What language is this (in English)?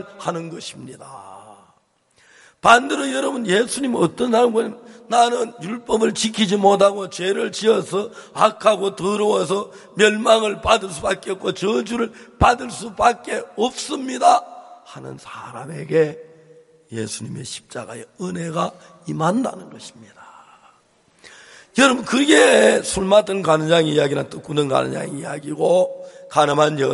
Korean